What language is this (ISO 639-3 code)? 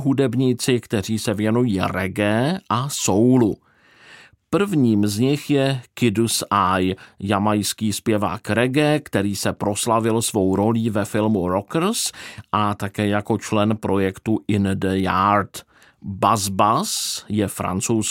ces